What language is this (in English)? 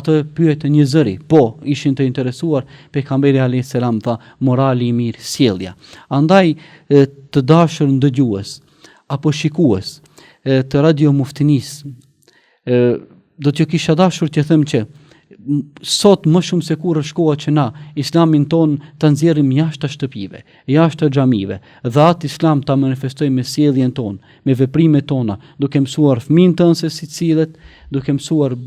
Albanian